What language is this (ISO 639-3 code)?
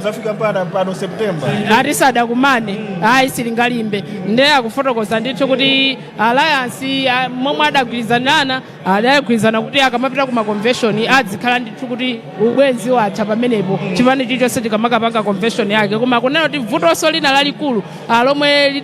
nya